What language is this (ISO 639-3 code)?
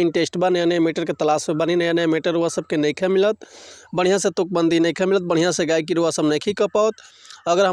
bho